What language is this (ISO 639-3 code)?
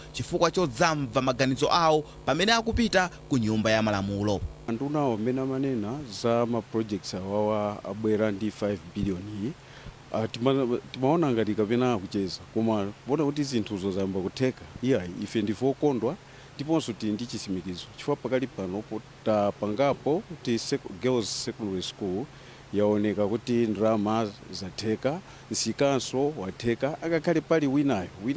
nya